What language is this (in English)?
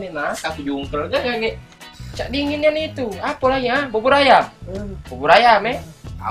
Musi